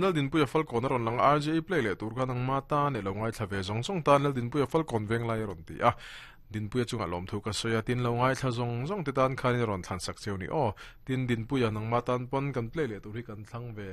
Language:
Mizo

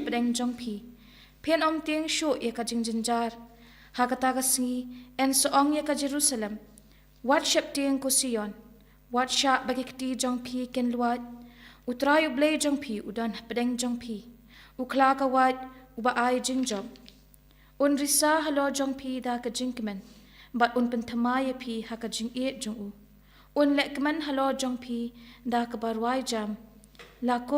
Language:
Khasi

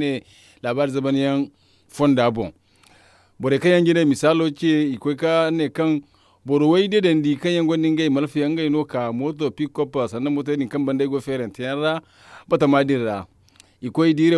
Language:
Zarma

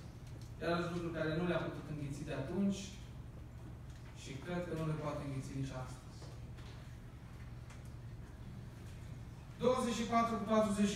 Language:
Romanian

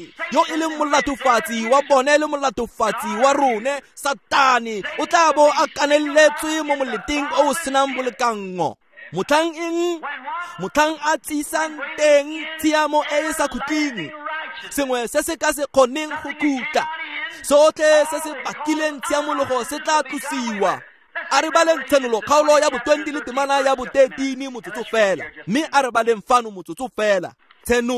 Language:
Tswana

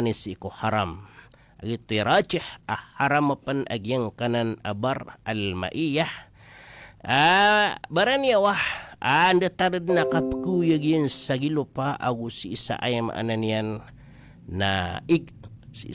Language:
Maranao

